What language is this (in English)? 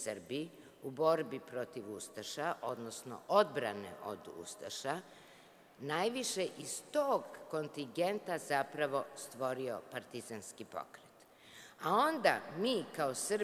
Serbian